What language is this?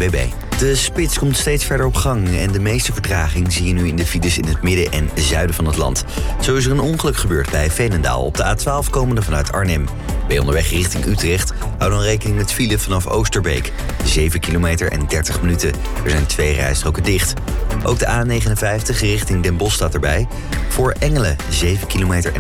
Dutch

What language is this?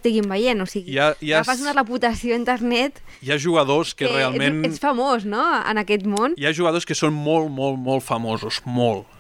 Catalan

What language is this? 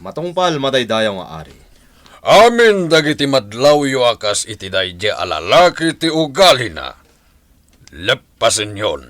Iloko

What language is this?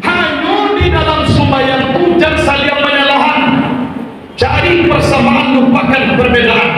Minangkabau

